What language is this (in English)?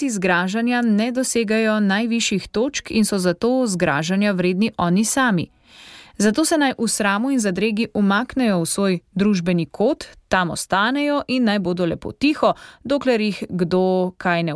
Slovenian